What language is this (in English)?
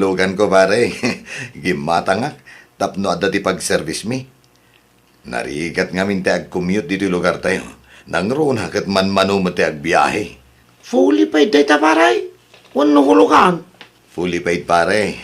Iloko